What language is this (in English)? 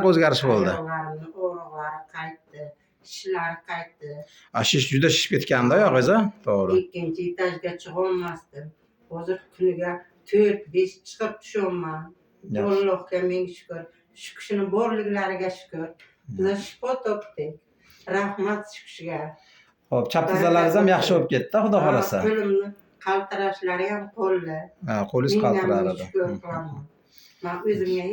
Uzbek